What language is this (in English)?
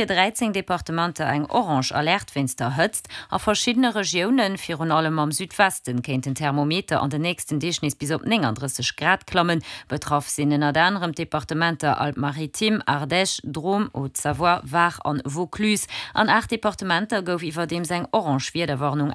Luxembourgish